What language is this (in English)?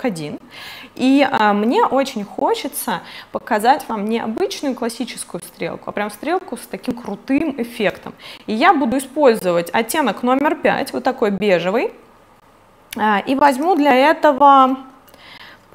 Russian